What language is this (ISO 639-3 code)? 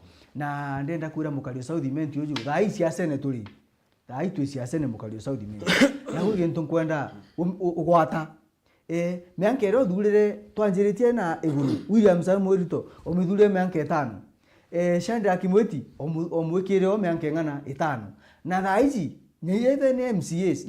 mer